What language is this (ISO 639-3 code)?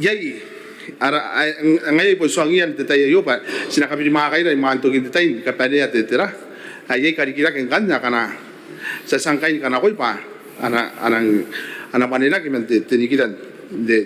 gil